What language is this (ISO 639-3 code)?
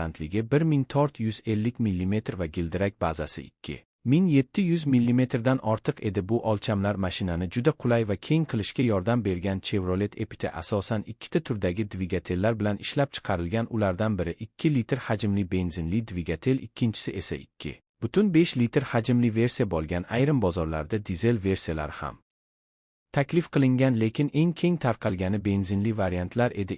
uzb